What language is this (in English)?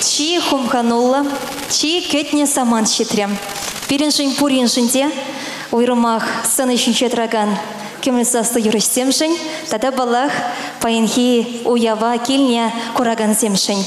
Chuvash